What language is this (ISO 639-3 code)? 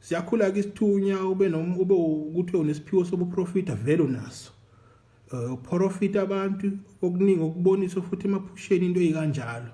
zul